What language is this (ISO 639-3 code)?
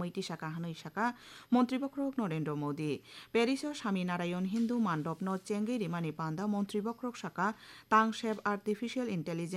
trp